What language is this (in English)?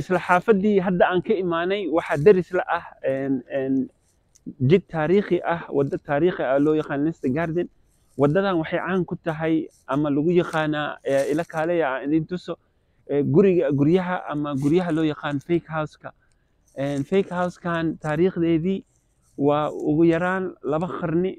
Somali